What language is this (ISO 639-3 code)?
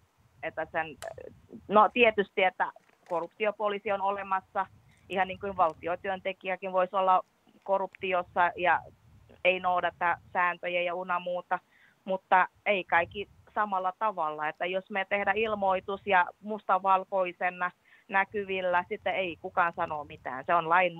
fin